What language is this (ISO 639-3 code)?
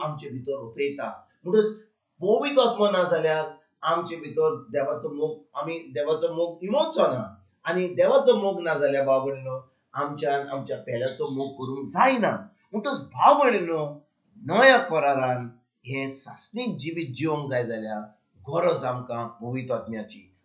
kok